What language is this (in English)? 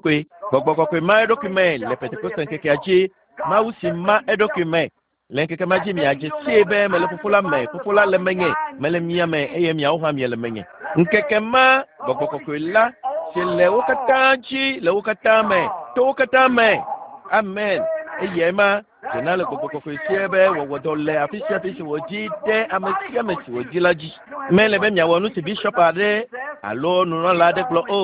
Ewe